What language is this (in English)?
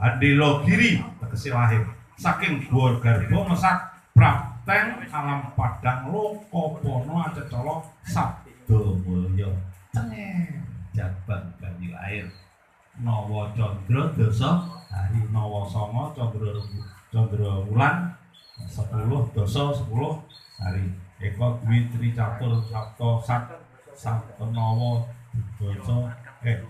Javanese